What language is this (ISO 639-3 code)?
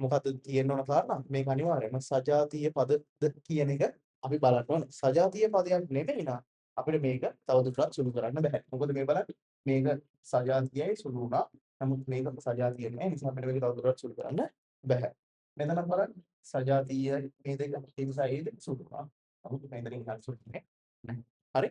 sin